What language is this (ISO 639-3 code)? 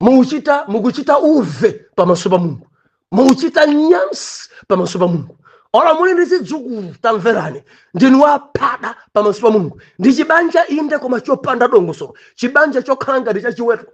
nya